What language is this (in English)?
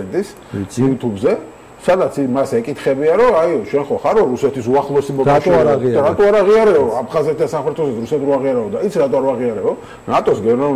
Georgian